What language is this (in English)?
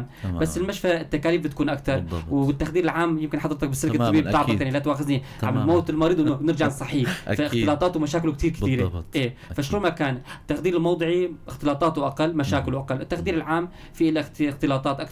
North Levantine Arabic